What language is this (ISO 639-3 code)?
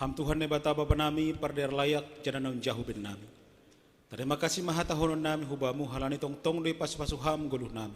bts